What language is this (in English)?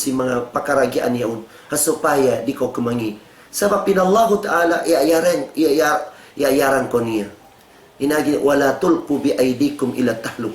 Tausug